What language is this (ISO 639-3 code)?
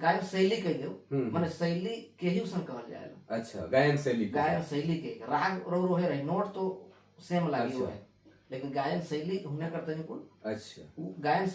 sck